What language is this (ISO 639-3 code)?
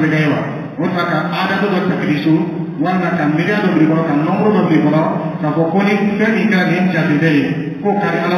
dyu